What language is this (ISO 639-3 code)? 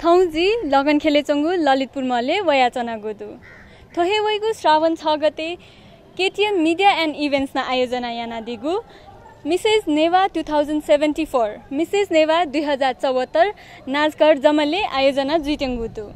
new